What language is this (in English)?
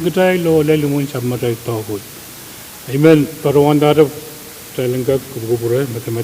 Pohnpeian